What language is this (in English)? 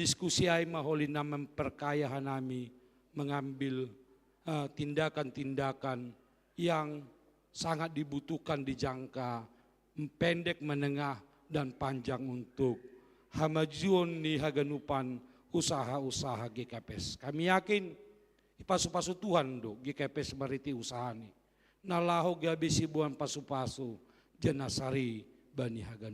Batak Simalungun